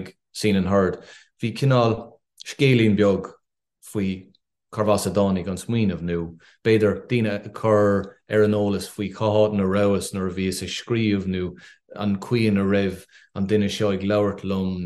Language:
Irish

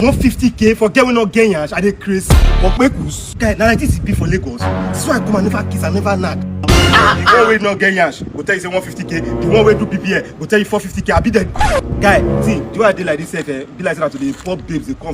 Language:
Nigerian Pidgin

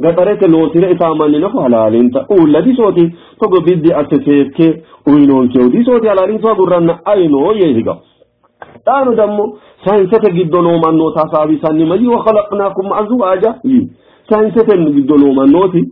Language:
Sidamo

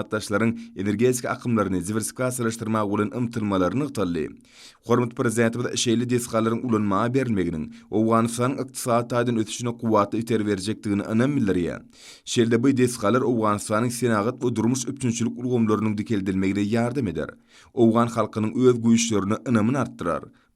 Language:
Turkmen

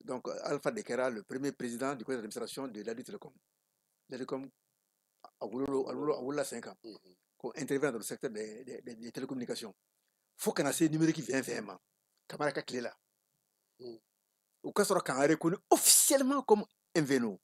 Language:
Bambara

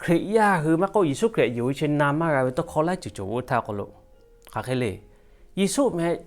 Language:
Lahu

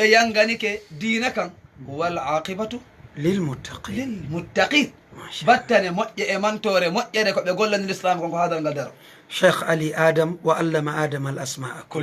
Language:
Fula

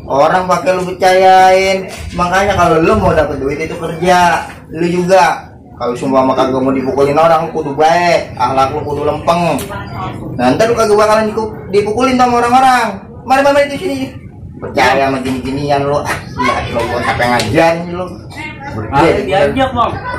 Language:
Betawi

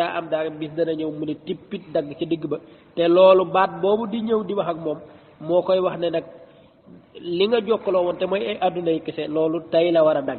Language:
Wolof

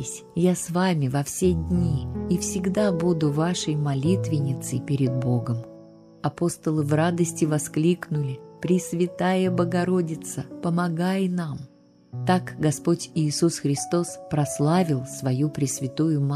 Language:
Russian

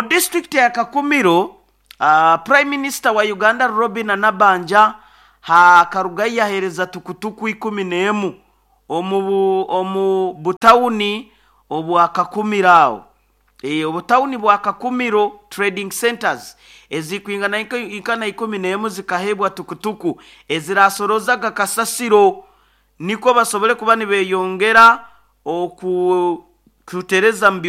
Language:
Nyoro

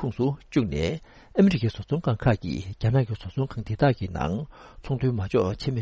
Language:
Tibetan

